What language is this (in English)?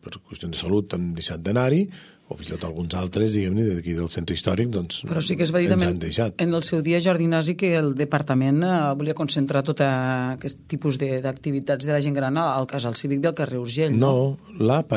Catalan